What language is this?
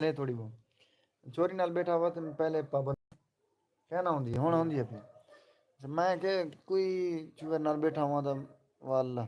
Saraiki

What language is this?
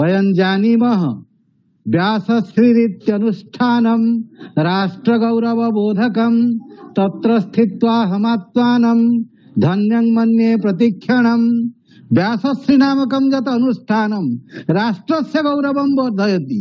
Sanskrit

